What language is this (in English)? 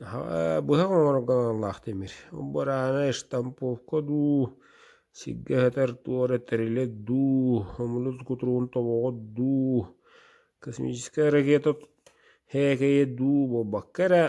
Yakut